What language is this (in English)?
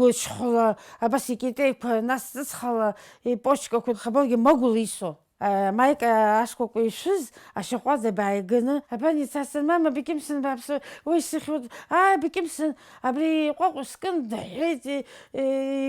Abkhazian